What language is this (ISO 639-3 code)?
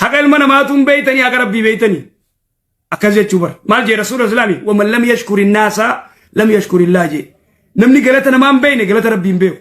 orm